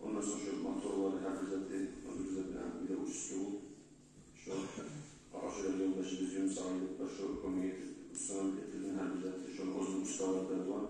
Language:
Kumyk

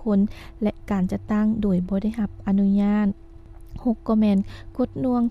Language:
Lao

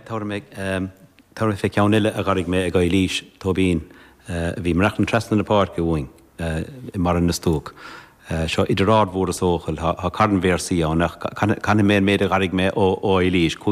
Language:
Irish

